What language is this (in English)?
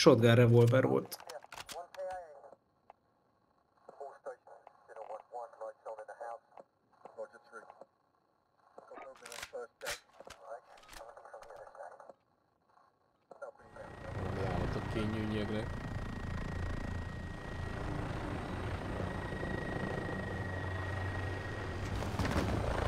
Hungarian